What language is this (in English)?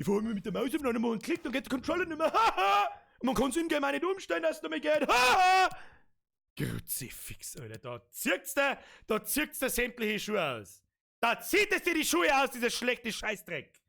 Bavarian